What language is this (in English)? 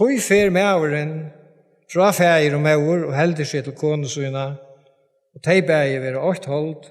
Faroese